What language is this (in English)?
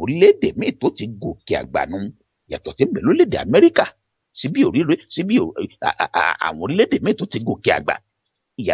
Yoruba